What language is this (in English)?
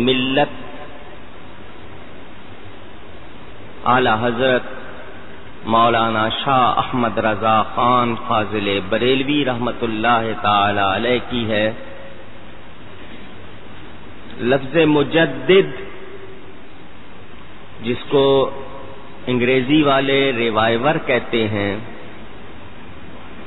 Urdu